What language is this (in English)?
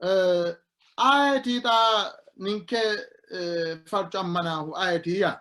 Sidamo